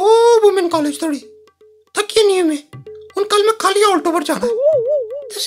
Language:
Dogri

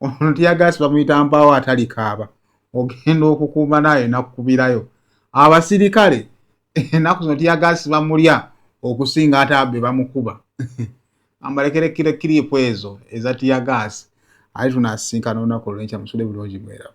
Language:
Ganda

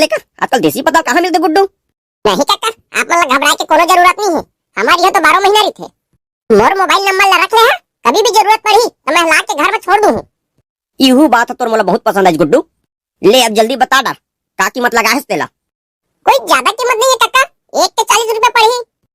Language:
Chhattisgarhi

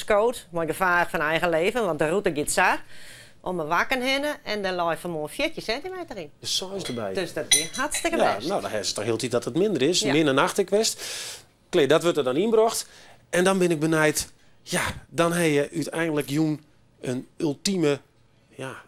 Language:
Western Frisian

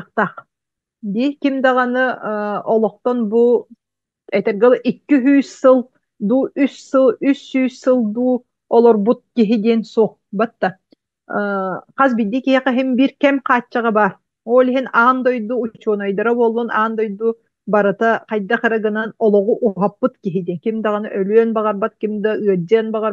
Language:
Yakut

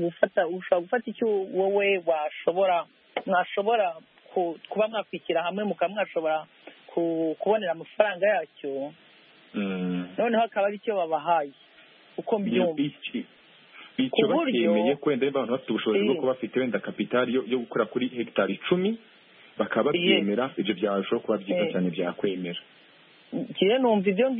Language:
Kinyarwanda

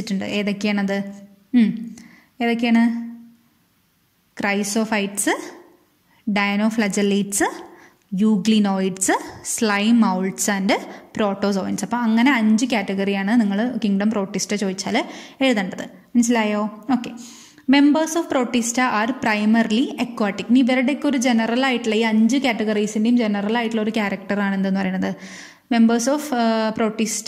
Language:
Malayalam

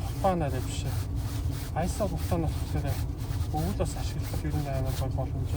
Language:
Mongolian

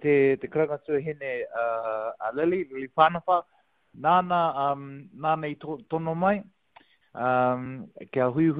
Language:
Māori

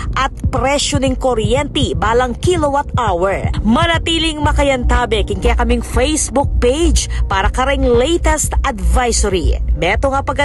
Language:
Pampanga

